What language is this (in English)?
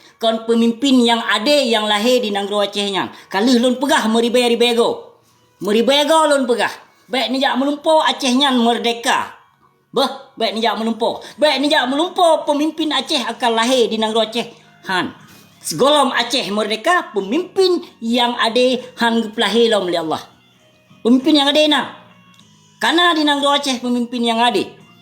Achinese